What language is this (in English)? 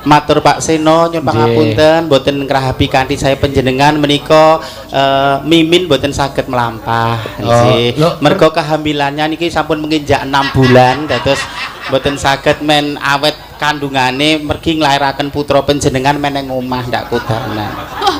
Javanese